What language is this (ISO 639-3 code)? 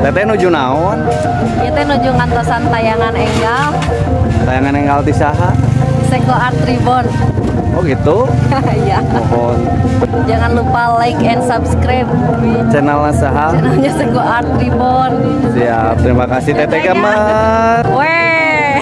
sun